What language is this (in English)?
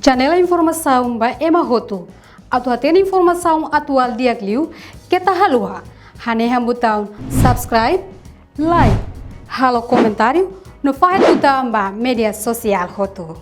Tetum